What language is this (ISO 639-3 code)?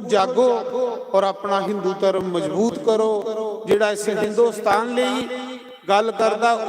doi